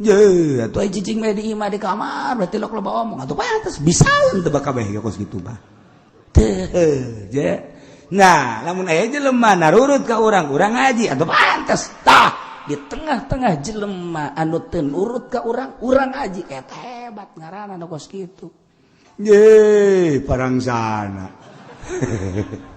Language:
Sundanese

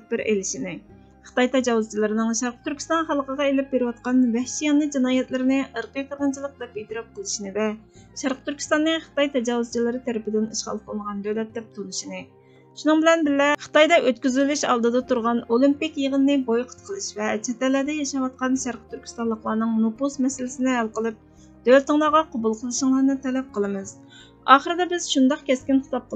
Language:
Uyghur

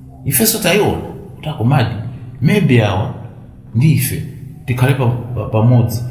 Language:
Nyanja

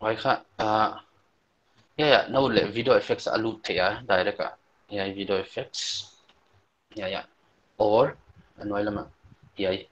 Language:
Paite Chin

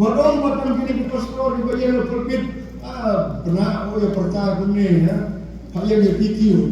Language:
Khasi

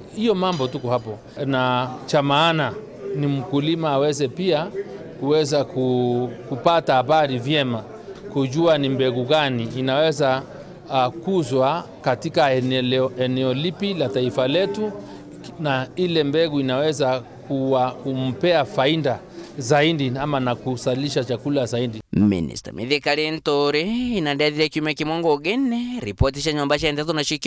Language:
Meru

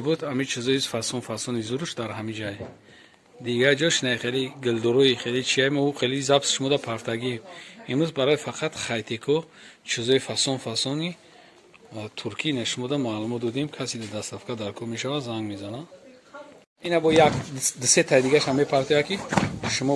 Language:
Tajik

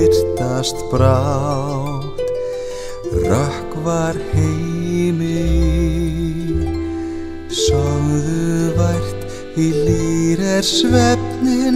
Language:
Icelandic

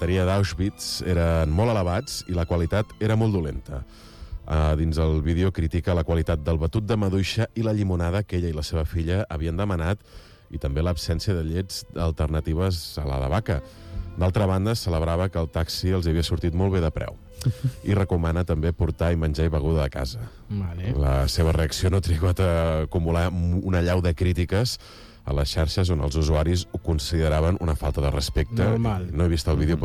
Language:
Catalan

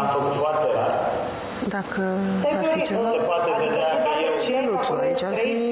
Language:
Romanian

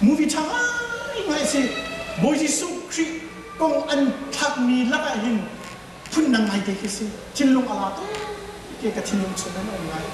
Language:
Hakha Chin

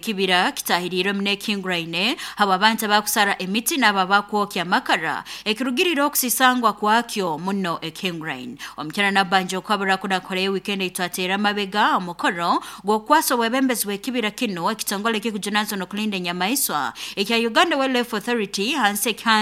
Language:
Nyoro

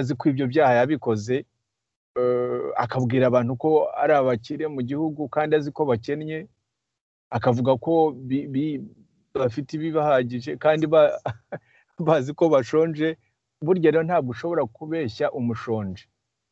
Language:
Kinyarwanda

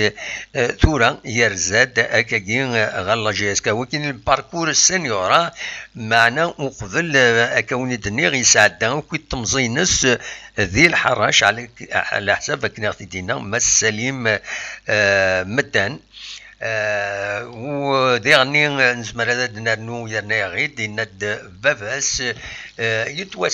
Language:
Kabyle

